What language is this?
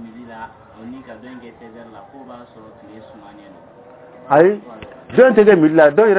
Bambara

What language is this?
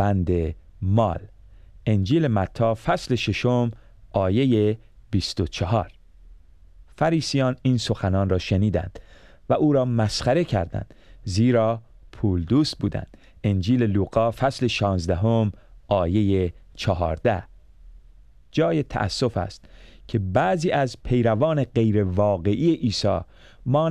Persian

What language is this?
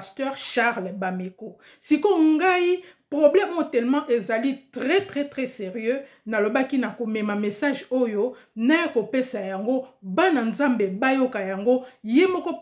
Lingala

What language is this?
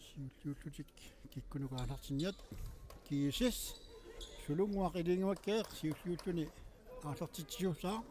Kalaallisut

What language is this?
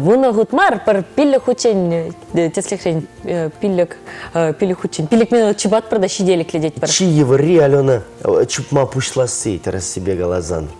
Chuvash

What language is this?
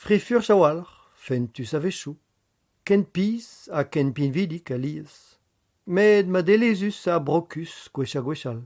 Breton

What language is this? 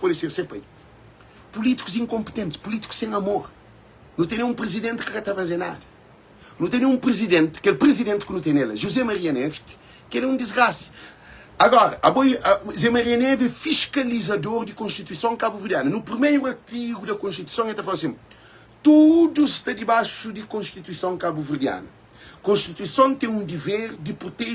Kabuverdianu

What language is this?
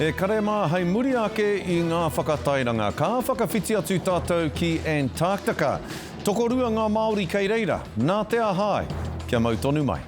Māori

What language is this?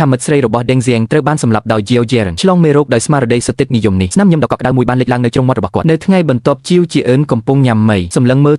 Khmer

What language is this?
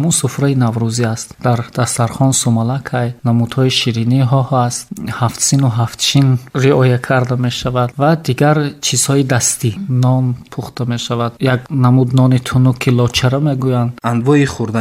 Tajik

